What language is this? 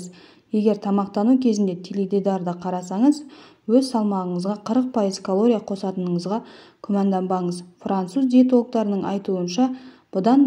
Kazakh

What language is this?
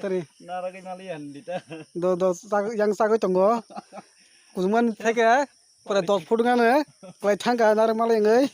Kok Borok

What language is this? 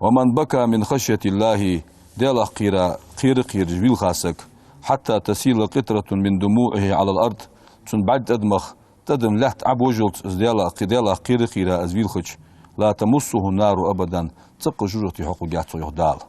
Ingush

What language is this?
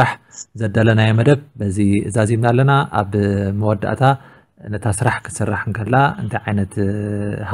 Tigrinya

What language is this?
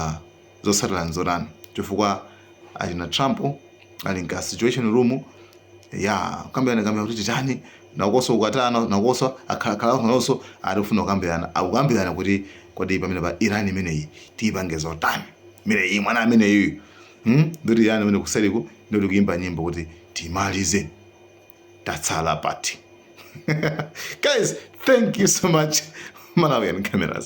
Nyanja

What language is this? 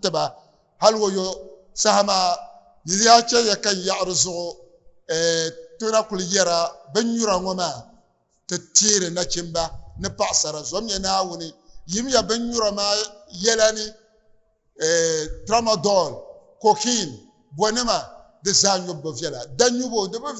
Dagbani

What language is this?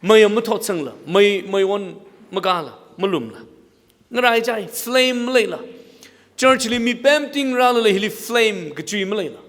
Tangkhul Naga (India)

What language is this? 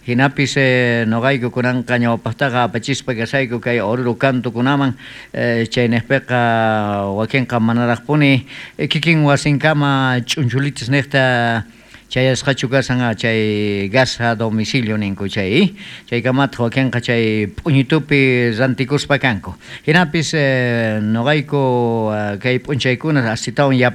South Bolivian Quechua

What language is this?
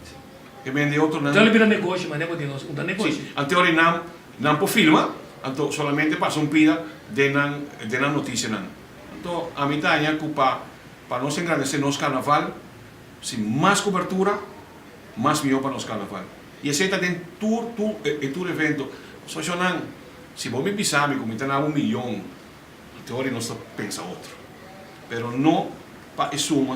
Papiamento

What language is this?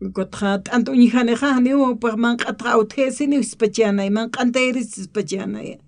Aymara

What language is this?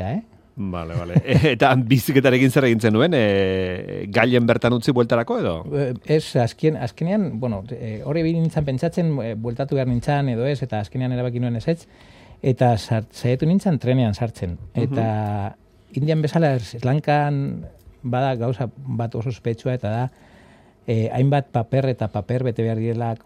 Basque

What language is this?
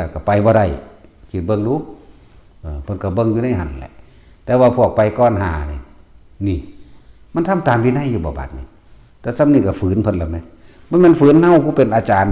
Northeastern Thai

